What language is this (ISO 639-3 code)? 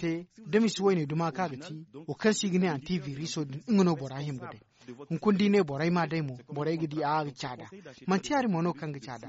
dje